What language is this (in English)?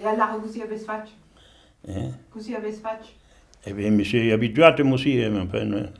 Occitan